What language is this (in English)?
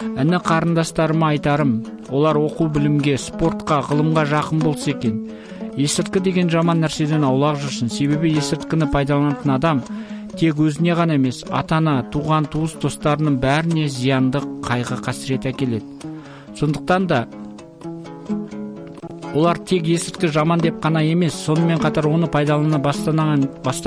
Kazakh